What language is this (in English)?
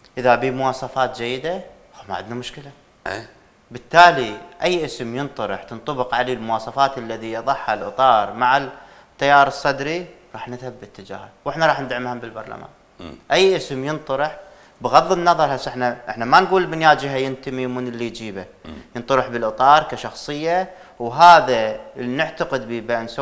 Mesopotamian Arabic